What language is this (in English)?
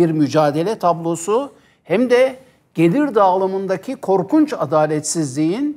Turkish